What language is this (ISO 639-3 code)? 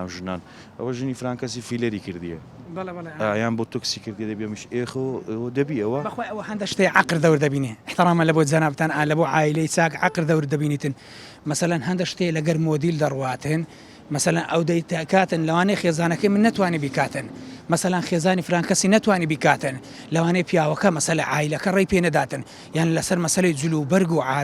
ckb